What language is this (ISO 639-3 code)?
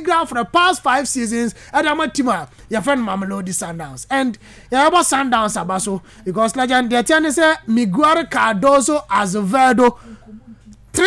aka